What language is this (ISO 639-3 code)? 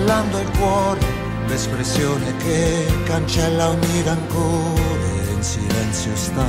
ita